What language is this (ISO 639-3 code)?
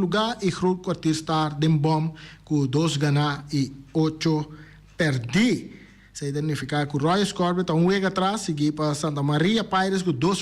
pap